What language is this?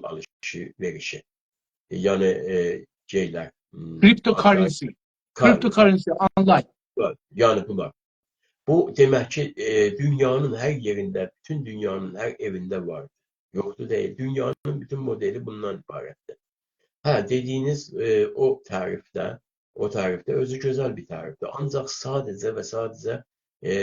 South Azerbaijani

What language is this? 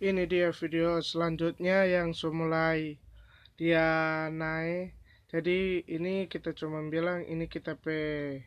Manado Malay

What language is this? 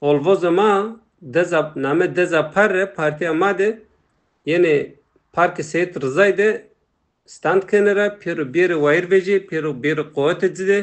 Zaza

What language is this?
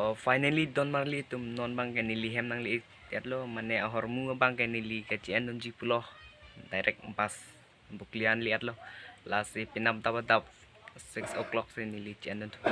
Karbi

